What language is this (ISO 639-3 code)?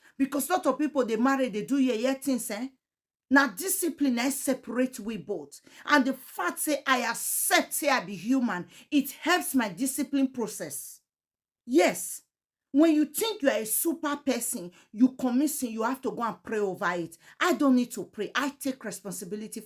pcm